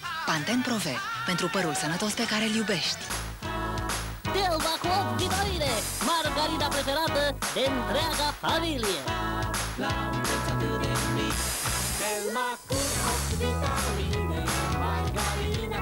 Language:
Romanian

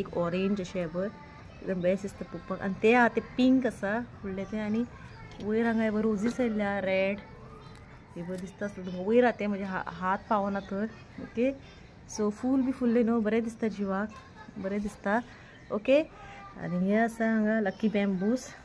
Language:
Konkani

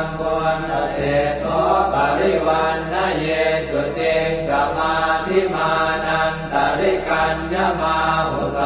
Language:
Pali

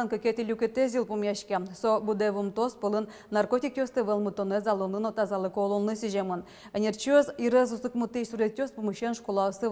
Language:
Udmurt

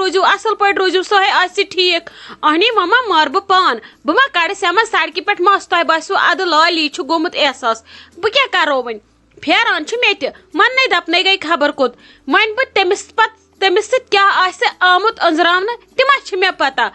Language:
Kashmiri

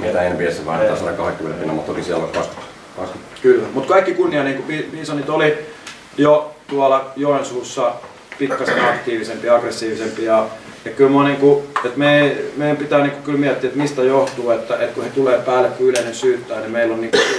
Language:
Finnish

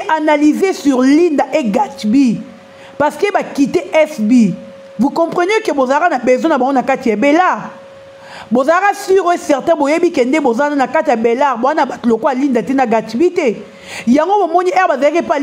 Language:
Lingala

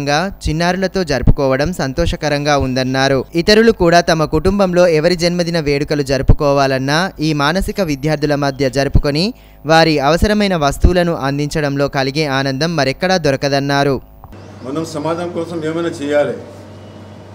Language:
Telugu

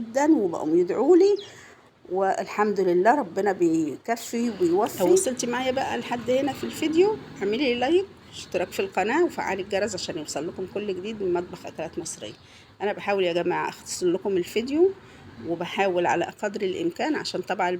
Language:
Egyptian Arabic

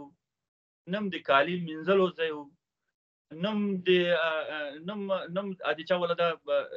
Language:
Pashto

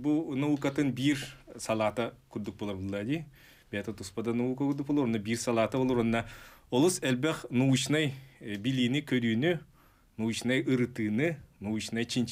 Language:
Yakut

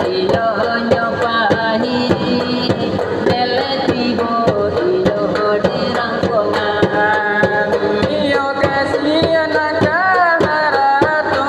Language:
Minangkabau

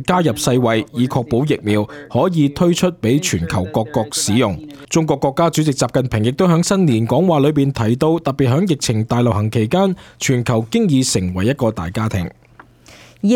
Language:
Cantonese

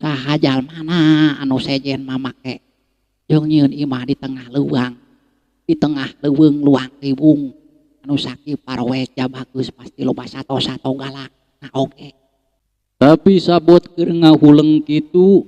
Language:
Sundanese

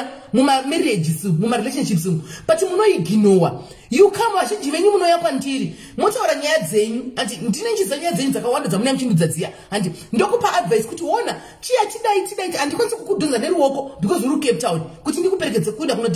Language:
Shona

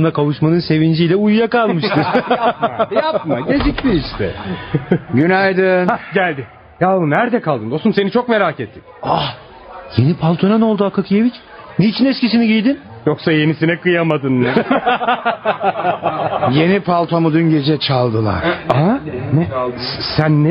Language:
Turkish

